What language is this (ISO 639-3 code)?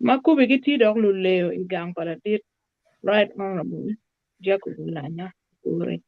ach